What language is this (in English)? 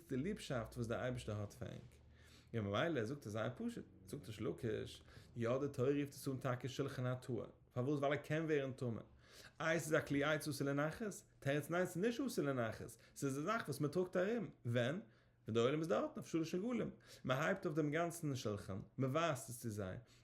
Yiddish